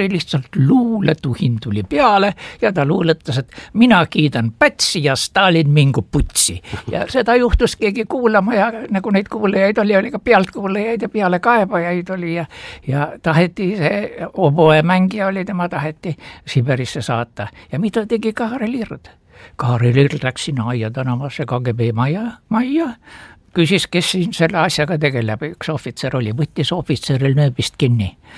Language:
Estonian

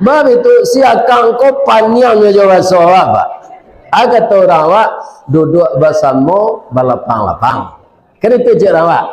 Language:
Minangkabau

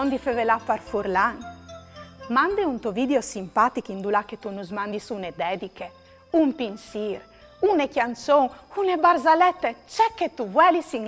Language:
Friulian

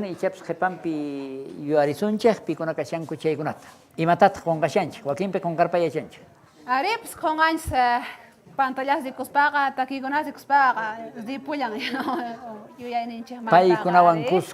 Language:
South Bolivian Quechua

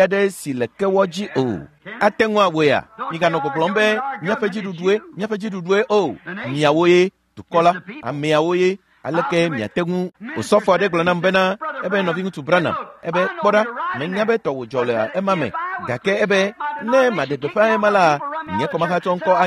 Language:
Ewe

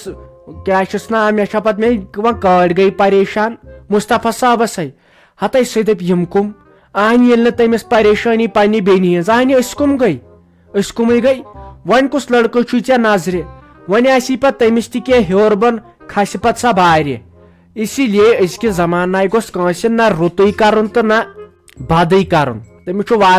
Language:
Kashmiri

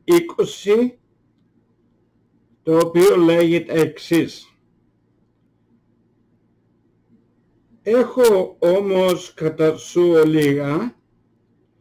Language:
Greek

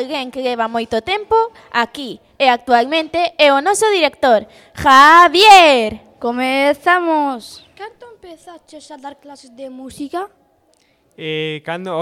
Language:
Galician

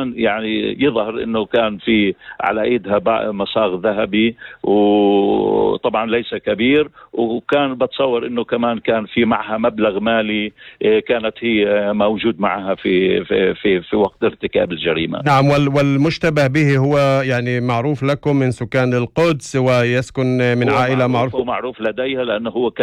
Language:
North Levantine Arabic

